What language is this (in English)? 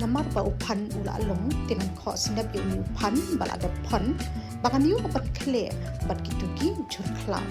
Khasi